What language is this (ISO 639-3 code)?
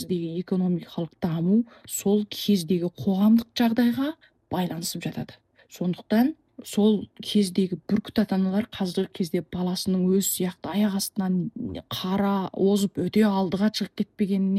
kaz